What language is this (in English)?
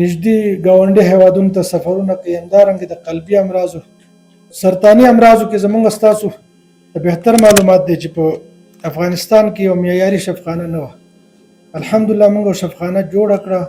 Pashto